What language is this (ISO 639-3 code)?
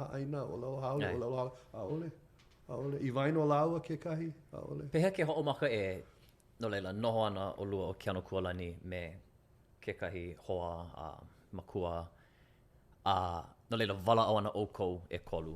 haw